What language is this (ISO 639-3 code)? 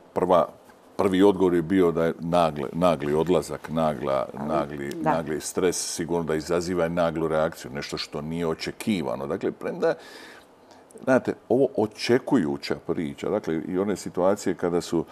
hrv